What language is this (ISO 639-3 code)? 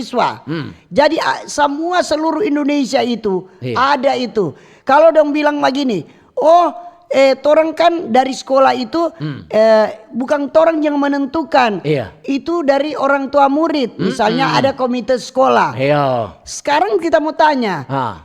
xmm